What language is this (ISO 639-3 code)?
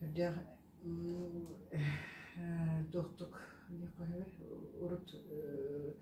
sah